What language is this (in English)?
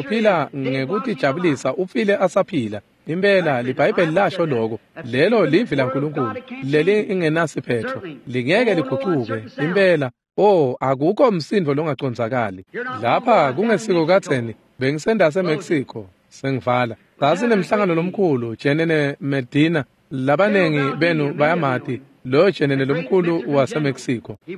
Swati